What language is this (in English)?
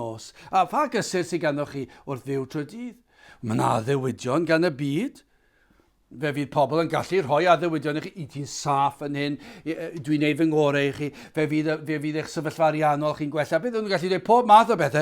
Welsh